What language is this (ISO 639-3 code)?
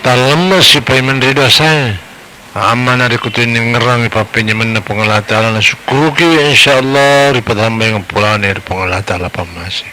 bug